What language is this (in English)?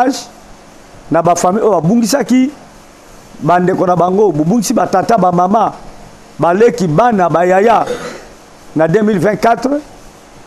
Lingala